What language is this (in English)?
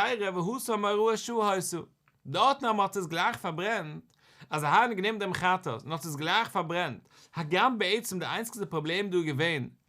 Yiddish